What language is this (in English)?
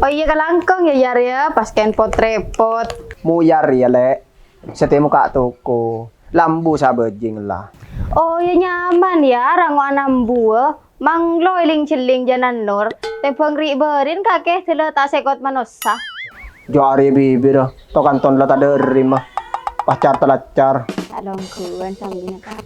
Madurese